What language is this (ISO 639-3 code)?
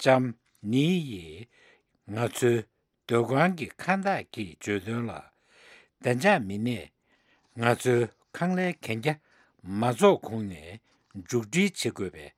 bod